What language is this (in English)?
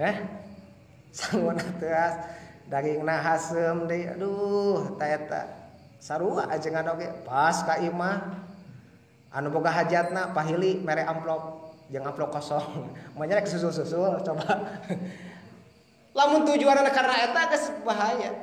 Sundanese